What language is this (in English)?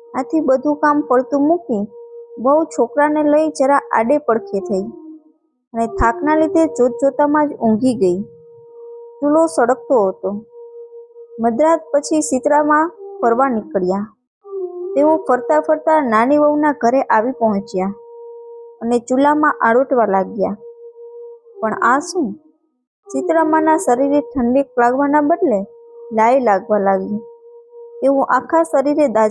Gujarati